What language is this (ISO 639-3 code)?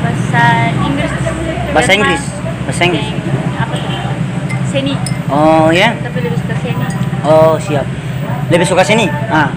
abs